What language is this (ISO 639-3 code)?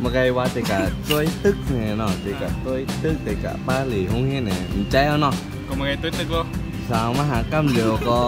shn